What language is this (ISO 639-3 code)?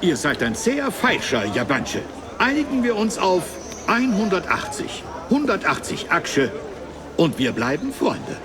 bar